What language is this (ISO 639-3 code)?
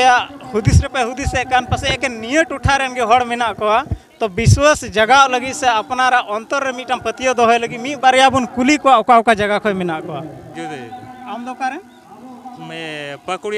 sat